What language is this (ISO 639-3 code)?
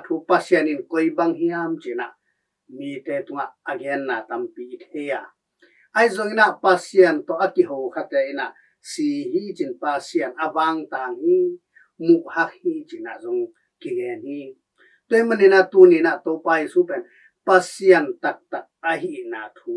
ctd